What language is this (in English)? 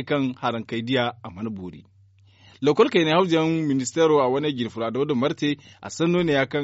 Zarma